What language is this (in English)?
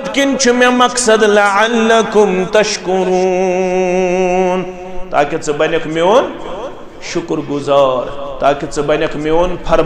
Kashmiri